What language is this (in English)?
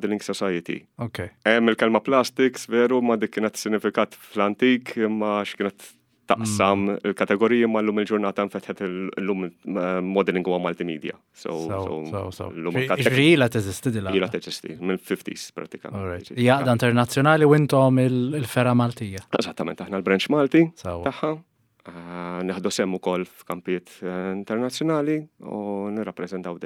Maltese